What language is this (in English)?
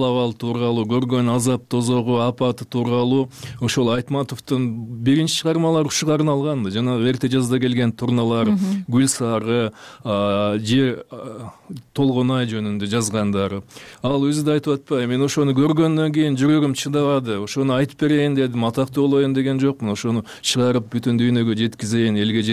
Kyrgyz